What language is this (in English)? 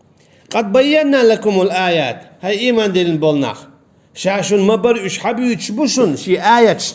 Chechen